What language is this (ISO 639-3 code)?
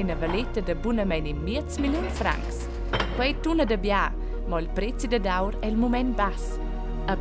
roh